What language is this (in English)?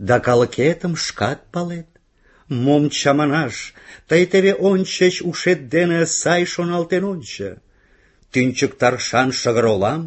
Mari